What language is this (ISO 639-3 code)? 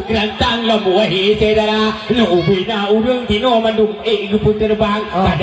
ace